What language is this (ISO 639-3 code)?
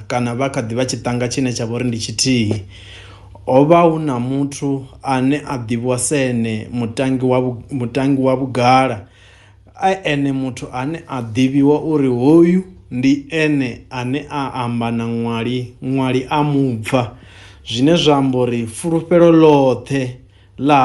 ven